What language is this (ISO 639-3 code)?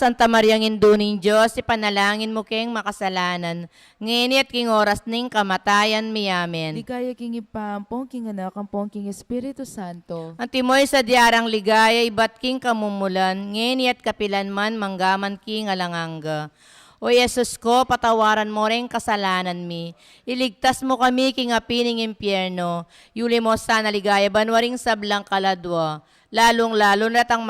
pam